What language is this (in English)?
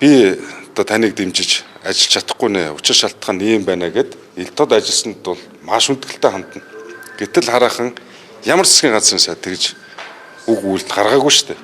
Mongolian